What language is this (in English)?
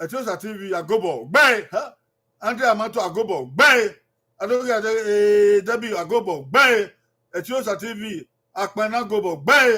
Bini